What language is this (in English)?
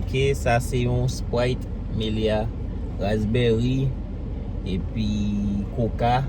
Haitian Creole